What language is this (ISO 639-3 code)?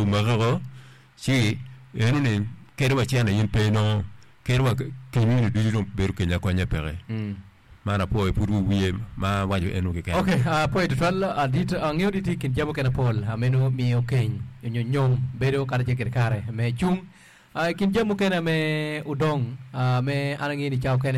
ach